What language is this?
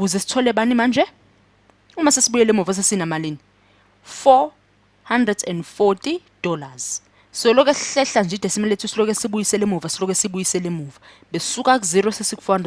Zulu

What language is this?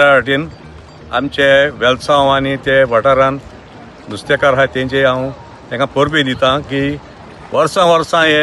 Konkani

